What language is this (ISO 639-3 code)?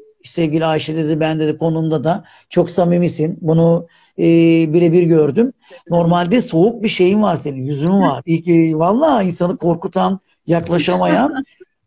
tur